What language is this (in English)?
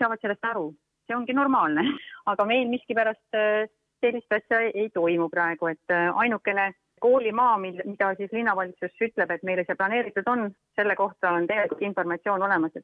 Estonian